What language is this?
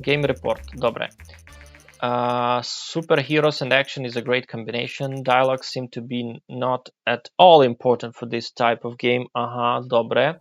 Rusyn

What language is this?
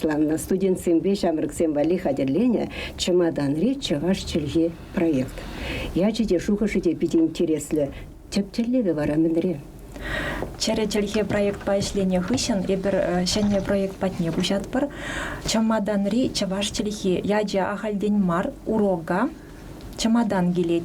Chuvash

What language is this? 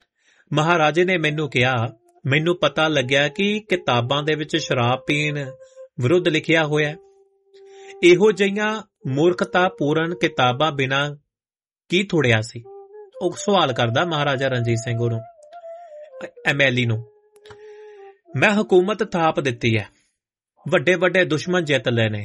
Punjabi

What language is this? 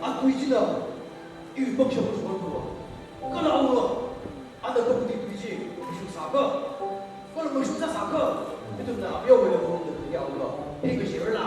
Tangkhul Naga (India)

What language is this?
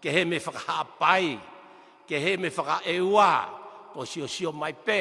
Tongan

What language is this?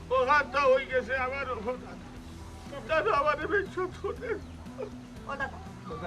Sylheti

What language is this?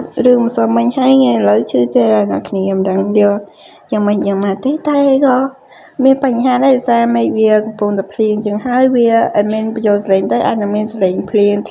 Khmer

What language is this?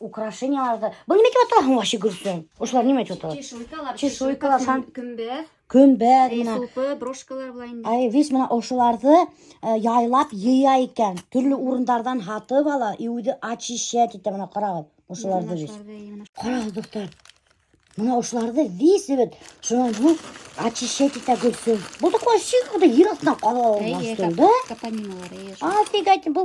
Bashkir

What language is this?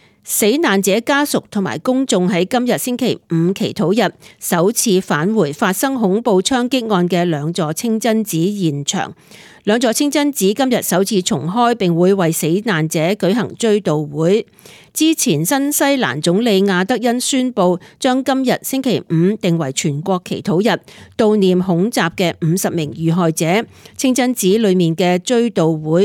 Cantonese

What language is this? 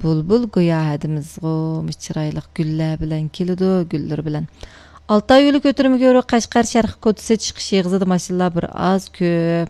Uyghur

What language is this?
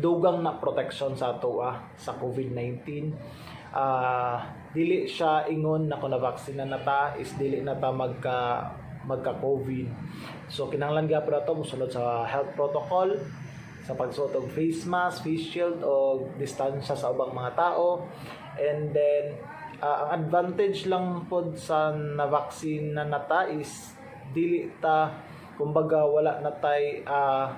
Cebuano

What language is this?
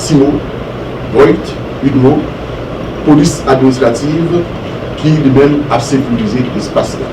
Haitian Creole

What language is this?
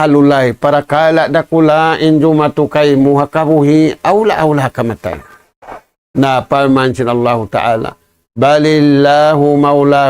Tausug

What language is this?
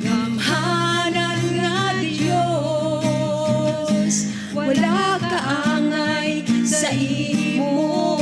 Hiligaynon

